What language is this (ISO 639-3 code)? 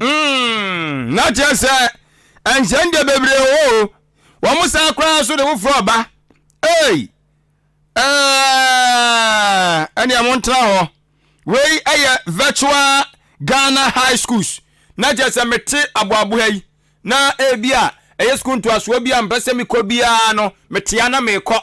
aka